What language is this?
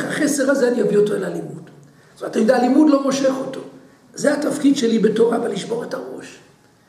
Hebrew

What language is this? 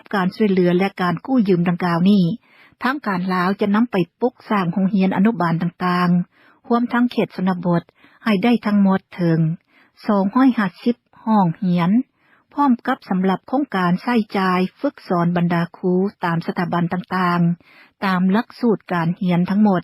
Lao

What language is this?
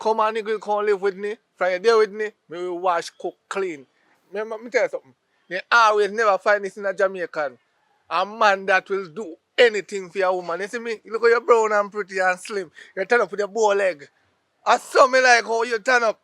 Jamaican Creole English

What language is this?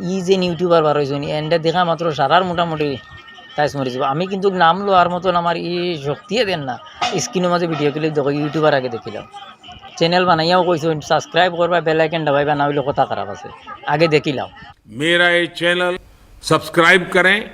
Sylheti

